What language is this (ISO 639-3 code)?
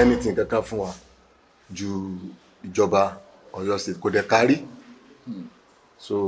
yor